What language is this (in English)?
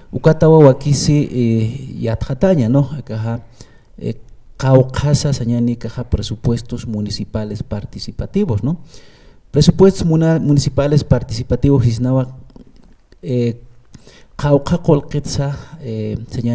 Aymara